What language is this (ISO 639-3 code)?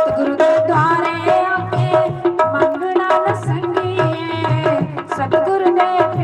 doi